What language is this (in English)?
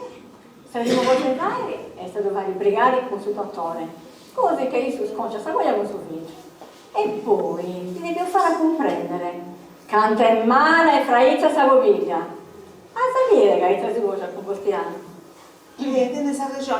Sardinian